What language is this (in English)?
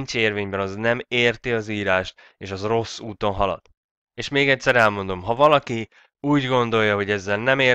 Hungarian